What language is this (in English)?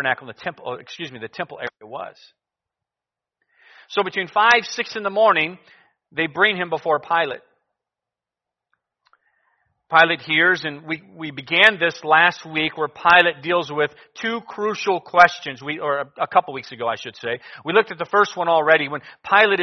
English